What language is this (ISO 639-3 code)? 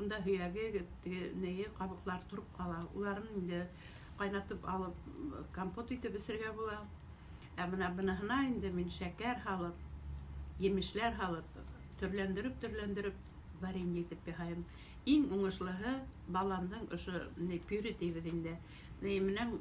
bak